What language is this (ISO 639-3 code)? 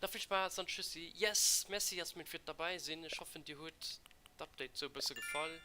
ltz